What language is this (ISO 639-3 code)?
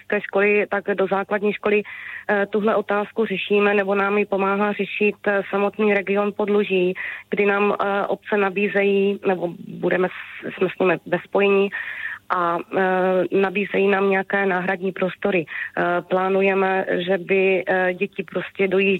ces